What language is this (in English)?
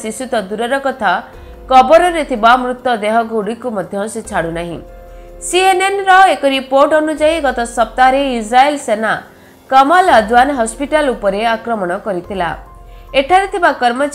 Odia